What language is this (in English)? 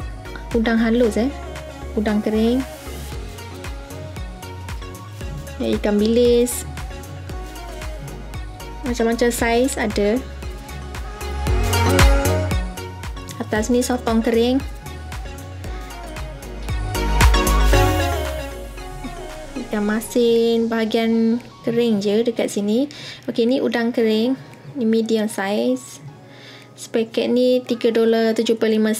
Malay